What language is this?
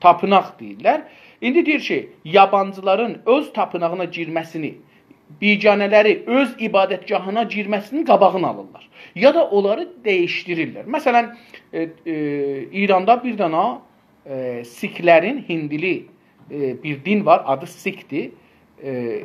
South Azerbaijani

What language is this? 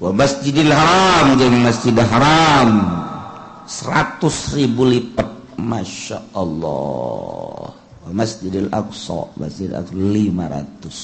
Sundanese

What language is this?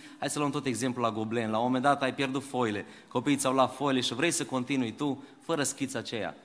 Romanian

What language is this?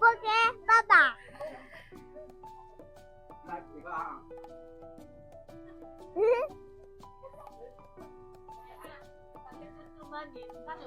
Riang (India)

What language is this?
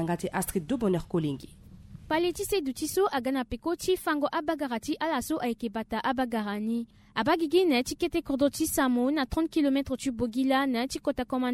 Sango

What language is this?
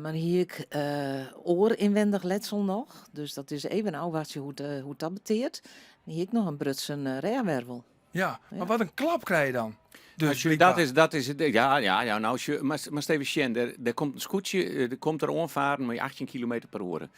Western Frisian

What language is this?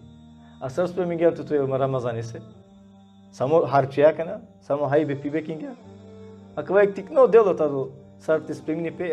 Balkan Romani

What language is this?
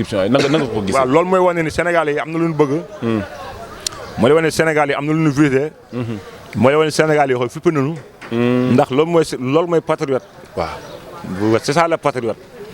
Wolof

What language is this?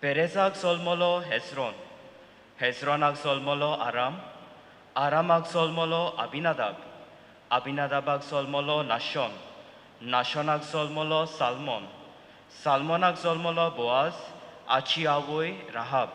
Konkani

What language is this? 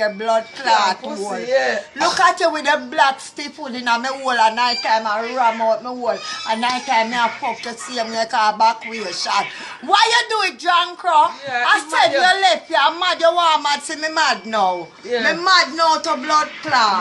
Jamaican Creole English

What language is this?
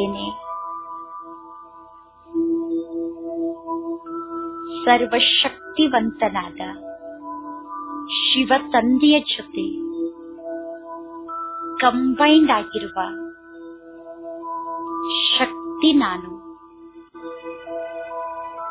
Kannada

